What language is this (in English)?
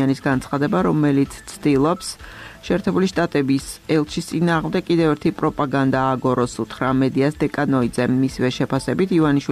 Georgian